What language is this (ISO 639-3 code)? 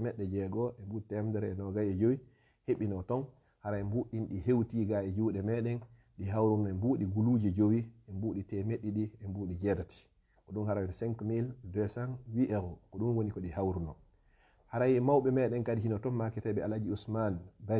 ful